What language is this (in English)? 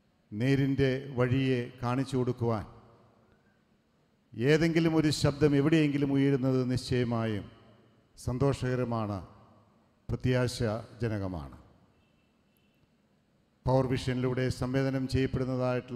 Malayalam